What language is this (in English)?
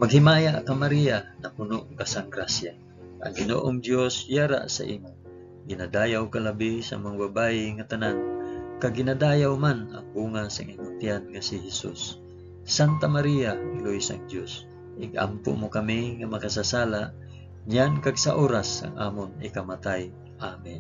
Hiligaynon